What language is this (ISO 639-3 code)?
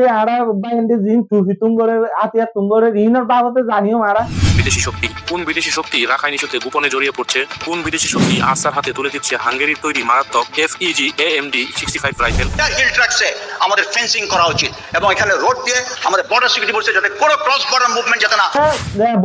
rhg